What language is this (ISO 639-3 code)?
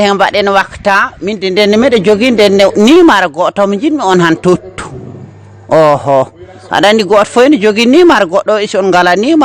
ful